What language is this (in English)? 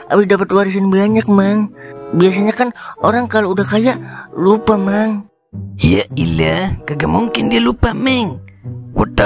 Betawi